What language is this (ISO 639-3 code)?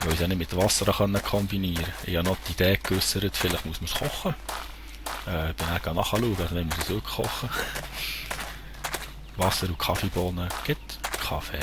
gsw